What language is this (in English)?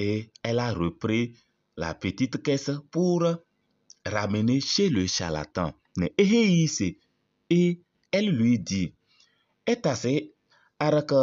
Kabiyè